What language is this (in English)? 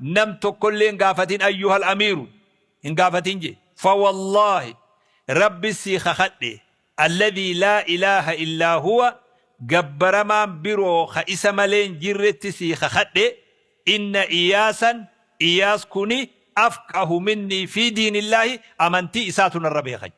Oromo